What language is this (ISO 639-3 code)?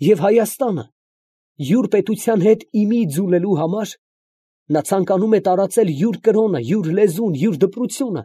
hye